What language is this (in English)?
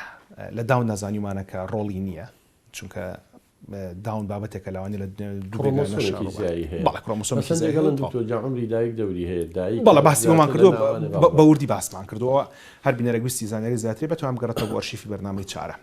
Central Kurdish